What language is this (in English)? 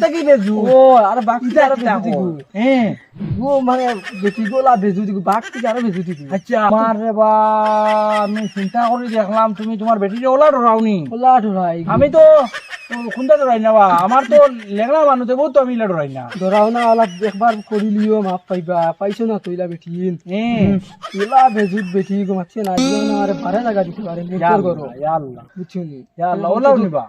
Sylheti